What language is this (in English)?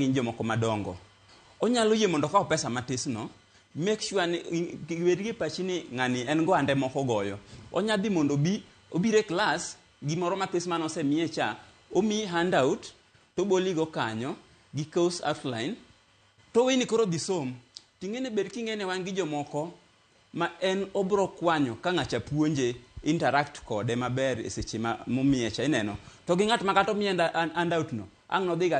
Luo (Kenya and Tanzania)